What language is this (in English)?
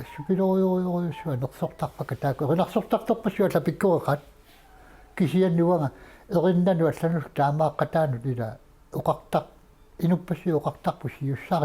Kalaallisut